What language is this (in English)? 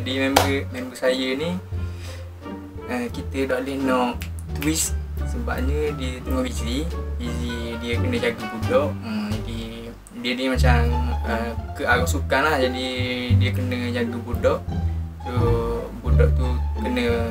Malay